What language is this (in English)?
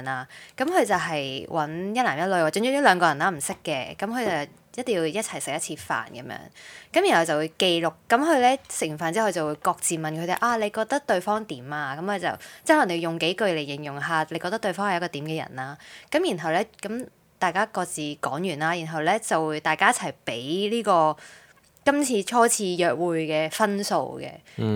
Cantonese